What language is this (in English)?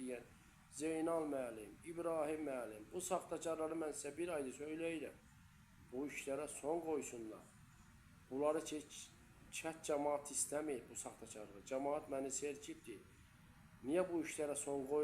Azerbaijani